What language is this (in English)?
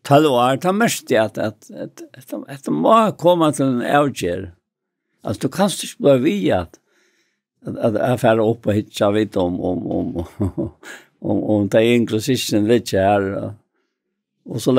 Faroese